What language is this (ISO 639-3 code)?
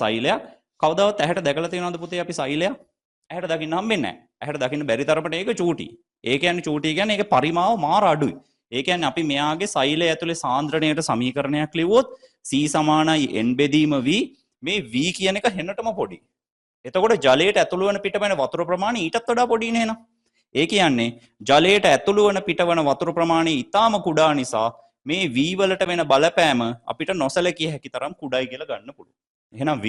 sin